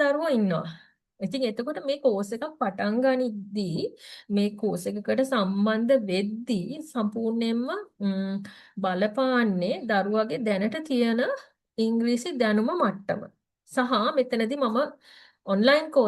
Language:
Sinhala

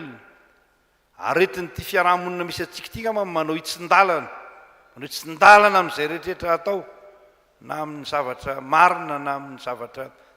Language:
Malagasy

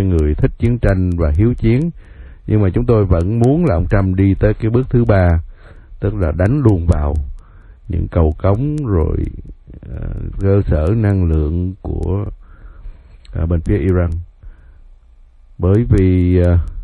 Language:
Vietnamese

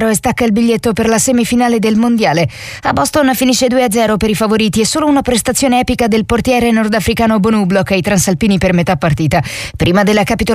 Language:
Italian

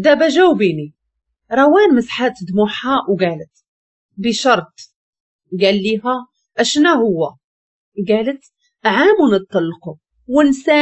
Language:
Moroccan Arabic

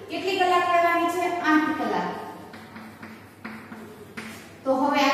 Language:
Gujarati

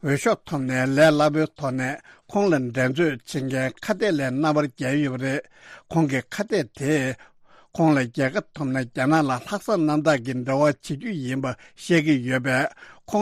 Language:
Tibetan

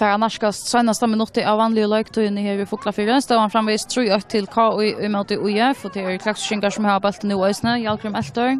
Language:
Faroese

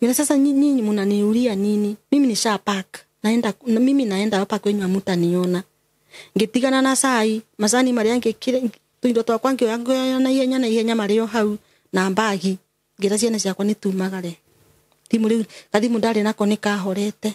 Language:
Kikuyu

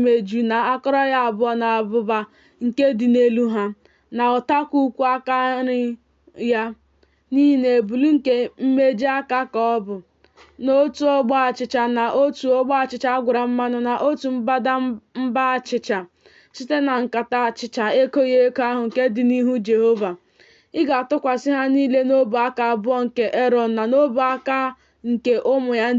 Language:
Igbo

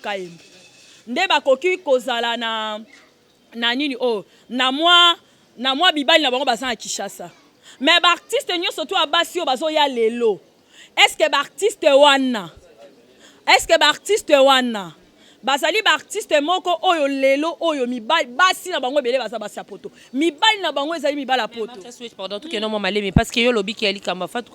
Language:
Lingala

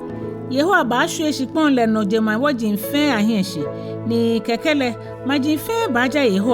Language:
Ga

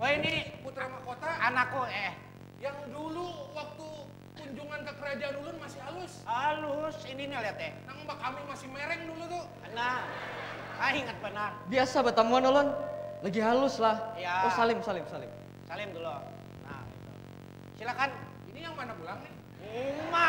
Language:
Banjar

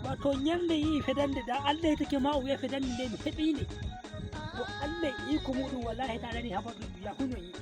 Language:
Nigerian Fulfulde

